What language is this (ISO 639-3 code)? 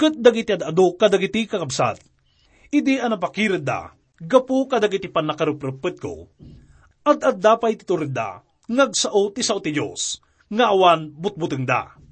ilo